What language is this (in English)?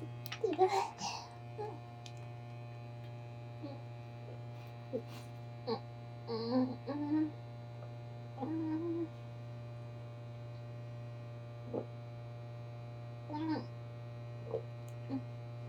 Japanese